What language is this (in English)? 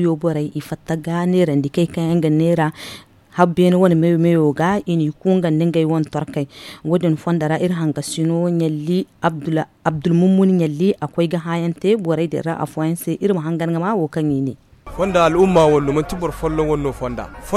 Zarma